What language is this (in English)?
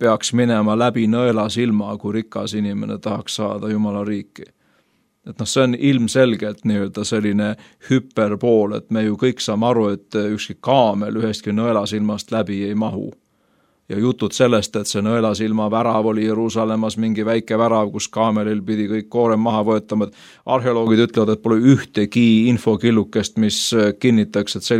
Estonian